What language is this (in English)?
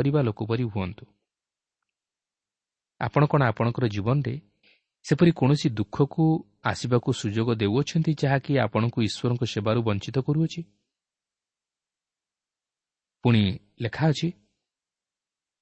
Odia